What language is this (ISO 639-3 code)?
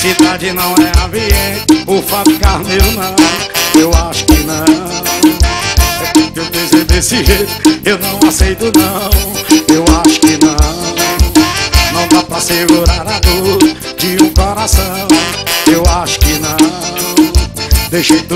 por